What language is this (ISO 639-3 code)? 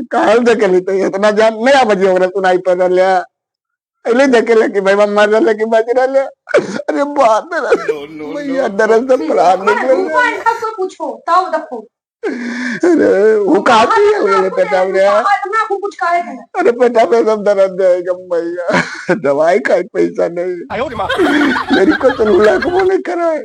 mag